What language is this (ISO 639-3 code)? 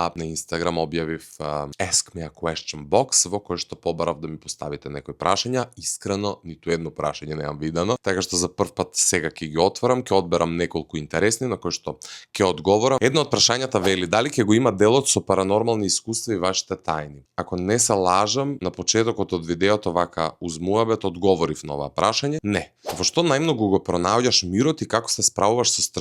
mkd